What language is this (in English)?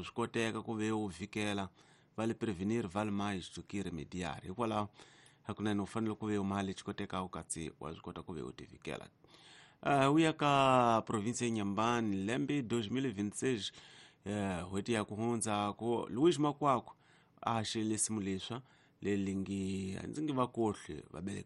Tsonga